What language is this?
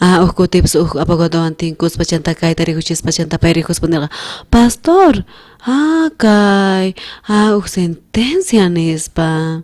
South Bolivian Quechua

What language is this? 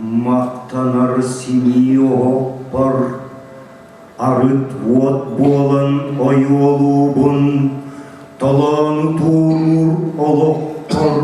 Yakut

